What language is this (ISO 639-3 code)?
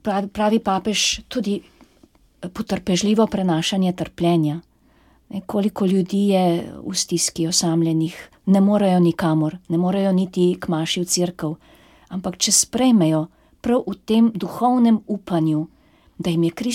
slv